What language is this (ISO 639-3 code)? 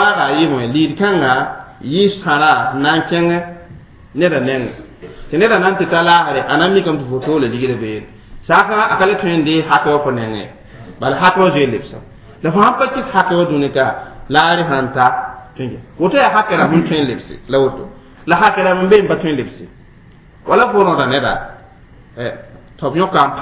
mos